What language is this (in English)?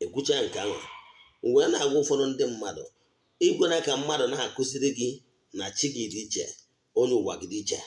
Igbo